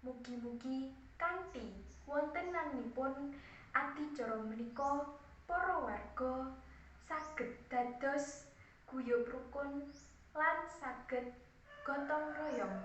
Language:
Javanese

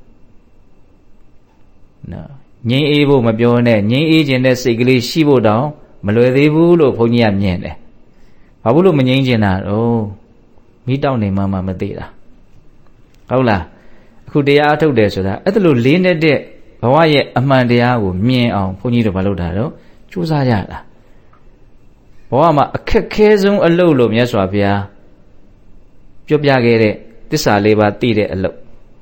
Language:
Burmese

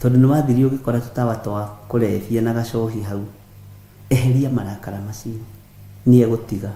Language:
Kikuyu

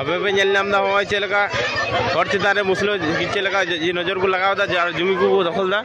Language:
Santali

